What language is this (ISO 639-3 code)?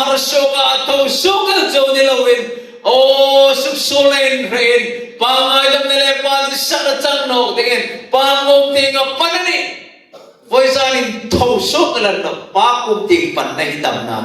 hmr